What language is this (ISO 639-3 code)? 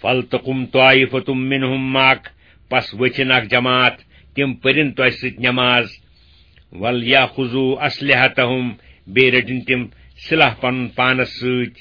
kas